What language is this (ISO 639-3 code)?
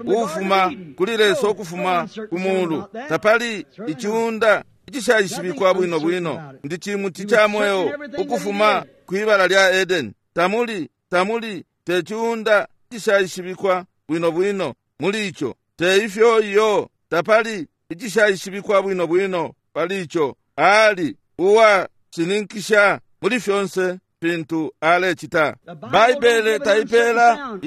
bem